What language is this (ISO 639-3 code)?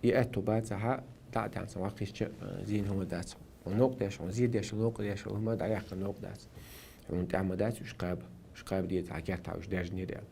che